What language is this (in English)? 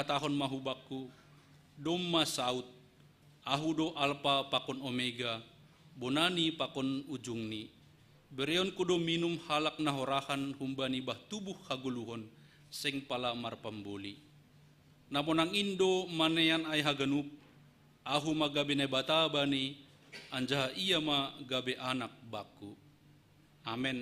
Batak Simalungun